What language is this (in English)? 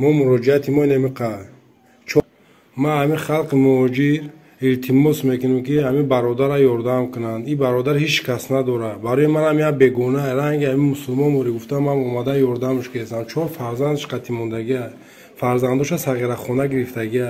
Tajik